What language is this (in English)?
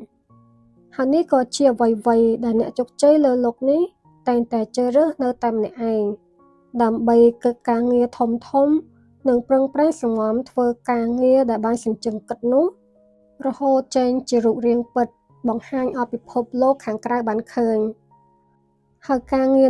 Khmer